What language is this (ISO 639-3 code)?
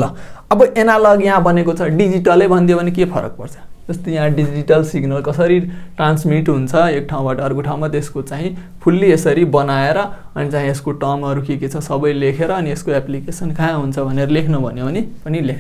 nep